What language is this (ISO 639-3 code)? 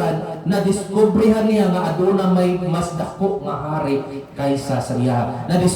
ceb